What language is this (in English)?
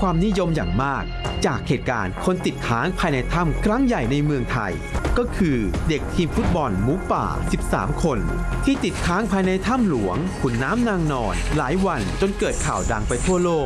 Thai